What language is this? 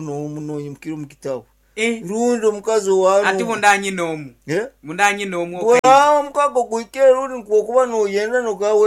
Nyankole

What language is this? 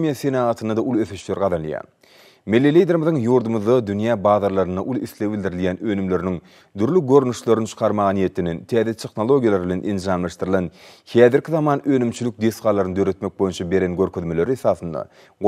Turkmen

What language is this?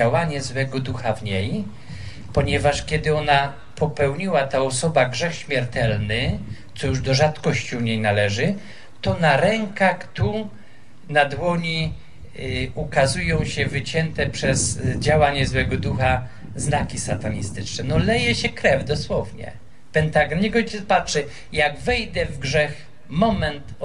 Polish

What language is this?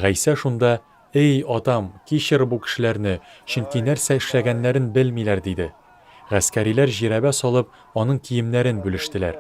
Tatar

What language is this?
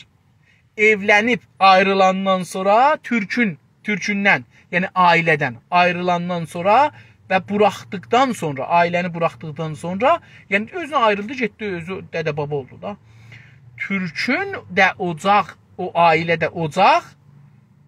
South Azerbaijani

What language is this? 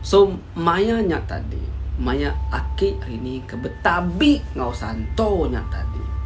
Iban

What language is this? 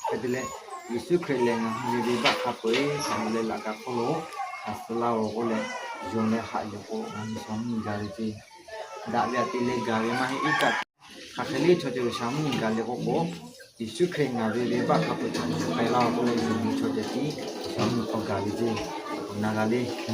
Lahu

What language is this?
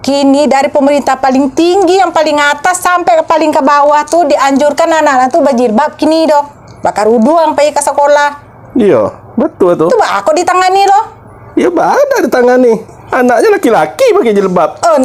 Minangkabau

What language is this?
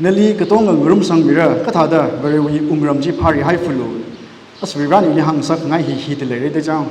Tangkhul Naga (India)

